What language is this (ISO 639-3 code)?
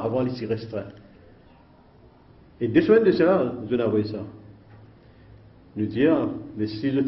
fra